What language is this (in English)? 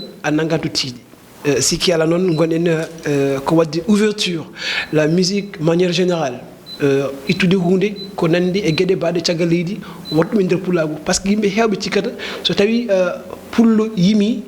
Fula